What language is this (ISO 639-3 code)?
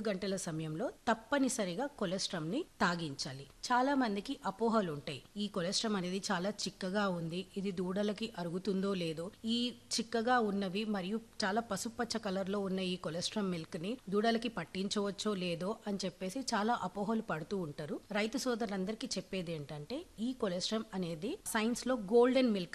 tel